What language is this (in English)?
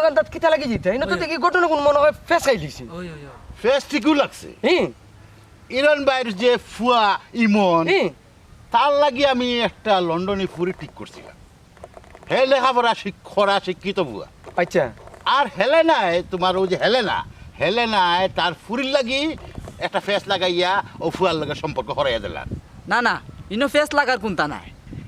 Sylheti